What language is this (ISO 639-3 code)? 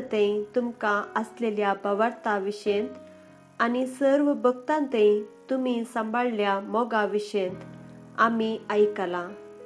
kok